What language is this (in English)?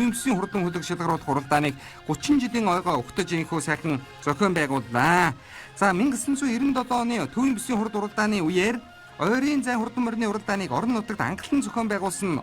Mongolian